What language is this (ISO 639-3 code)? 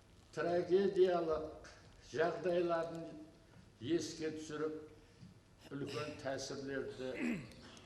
kaa